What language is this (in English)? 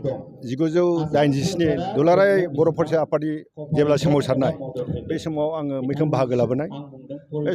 Bodo